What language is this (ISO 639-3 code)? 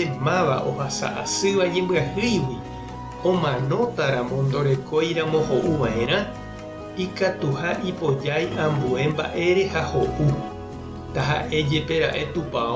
grn